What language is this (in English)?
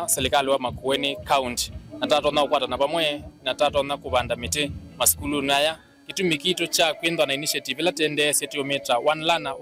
Kamba